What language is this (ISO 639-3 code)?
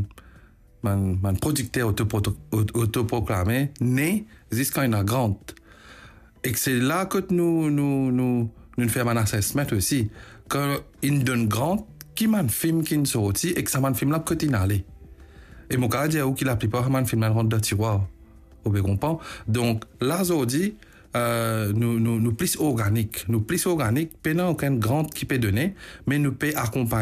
mfe